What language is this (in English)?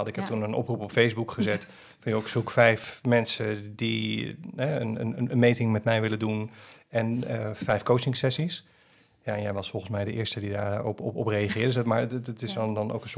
Dutch